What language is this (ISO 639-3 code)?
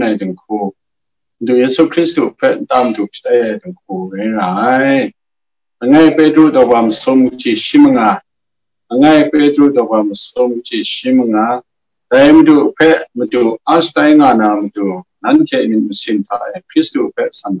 kac